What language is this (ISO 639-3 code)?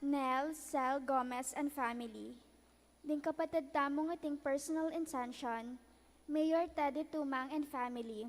pam